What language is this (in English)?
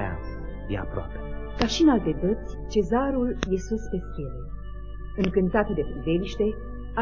Romanian